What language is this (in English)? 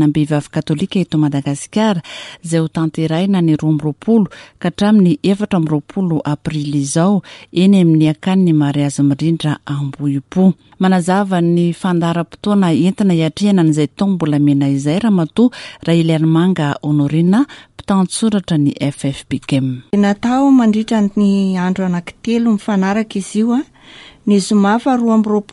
Malagasy